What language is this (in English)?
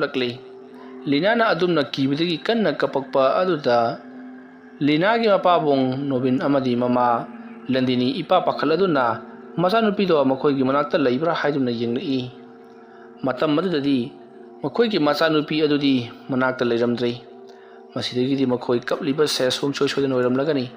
Manipuri